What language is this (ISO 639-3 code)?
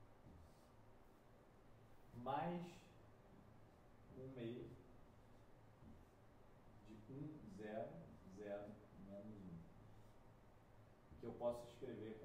por